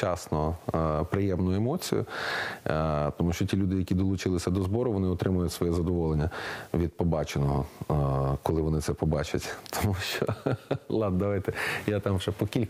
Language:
Ukrainian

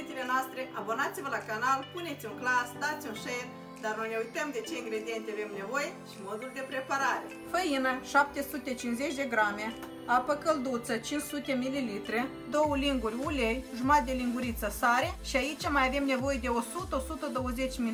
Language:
Romanian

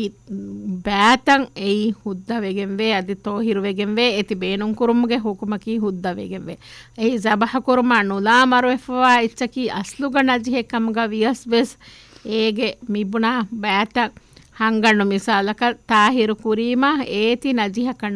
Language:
Divehi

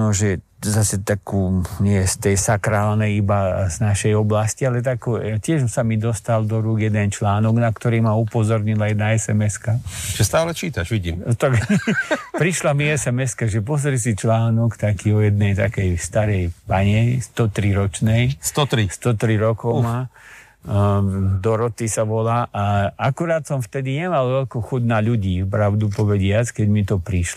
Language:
Slovak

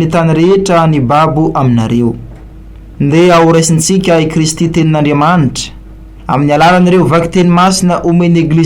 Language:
Malagasy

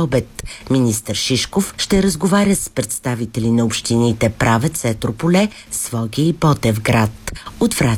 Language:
Bulgarian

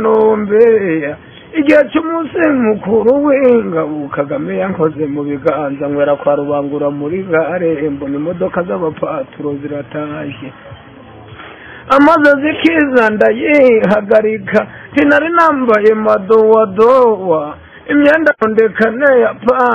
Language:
Kinyarwanda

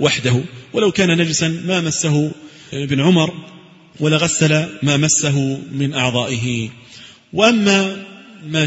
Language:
Arabic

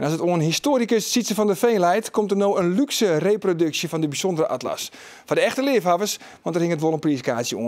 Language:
Western Frisian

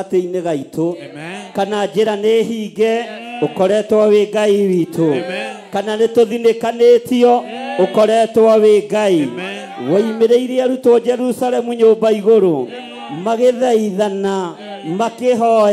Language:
Kikuyu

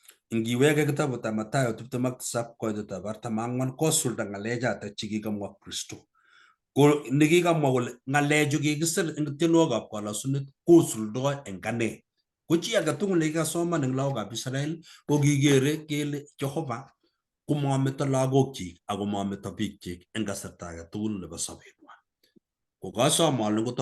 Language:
Kalenjin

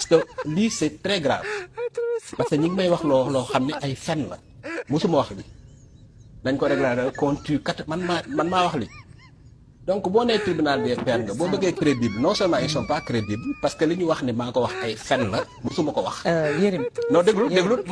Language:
Wolof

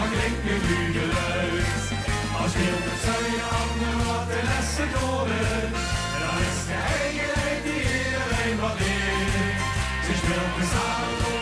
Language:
Limburgish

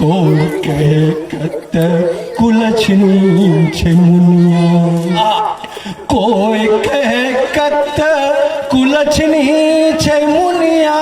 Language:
Angika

